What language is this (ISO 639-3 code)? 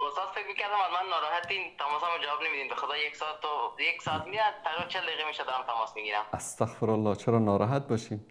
fas